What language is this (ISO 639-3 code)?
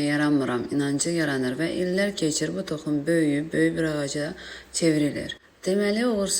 aze